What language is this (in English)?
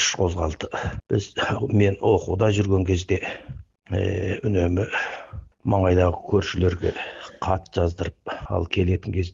Kazakh